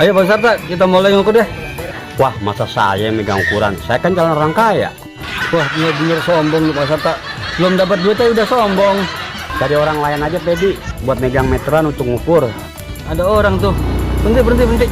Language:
Betawi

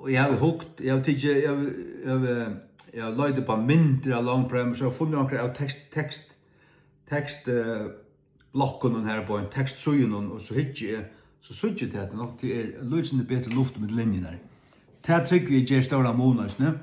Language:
Faroese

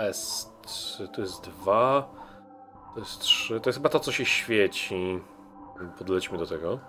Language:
Polish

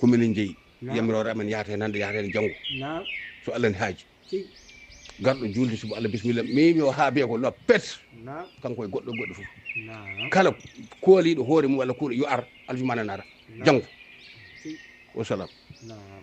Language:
Fula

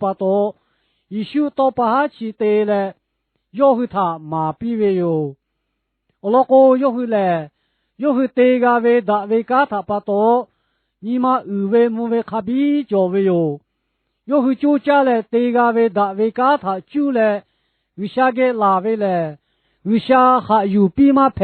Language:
Lahu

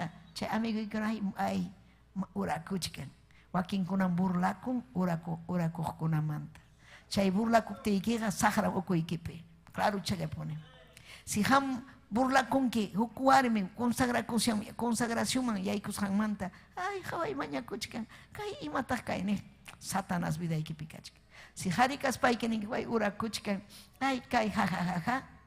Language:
Ayacucho Quechua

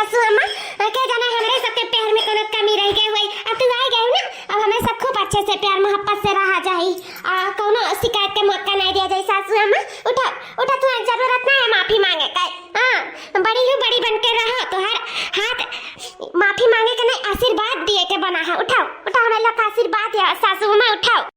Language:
Awadhi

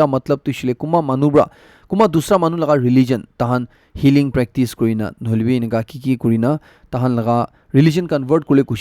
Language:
Naga Pidgin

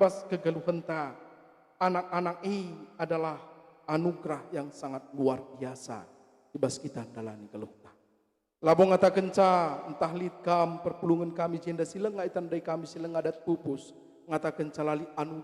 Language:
Batak Karo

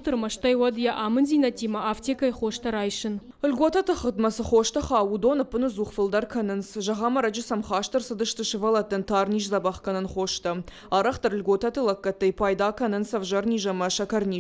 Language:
Ossetic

